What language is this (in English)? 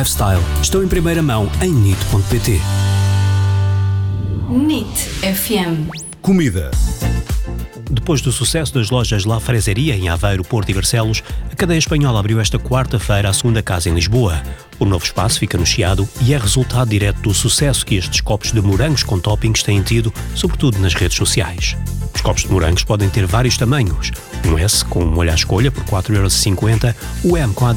Portuguese